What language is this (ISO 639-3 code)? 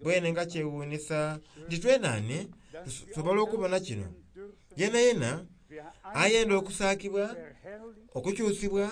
xog